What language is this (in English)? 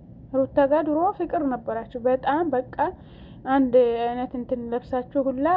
Amharic